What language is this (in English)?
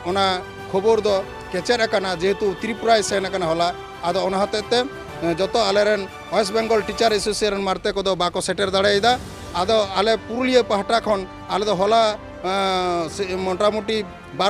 Santali